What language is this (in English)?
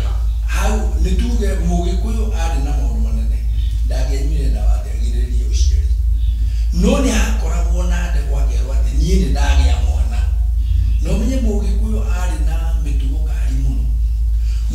Kikuyu